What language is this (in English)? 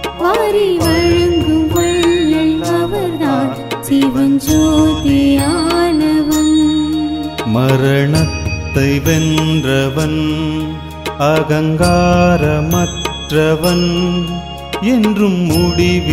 Tamil